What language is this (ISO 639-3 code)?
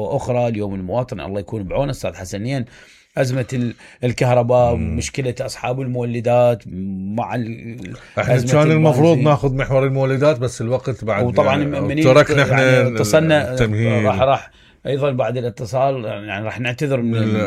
acm